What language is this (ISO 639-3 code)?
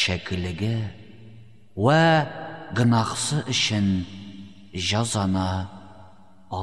tat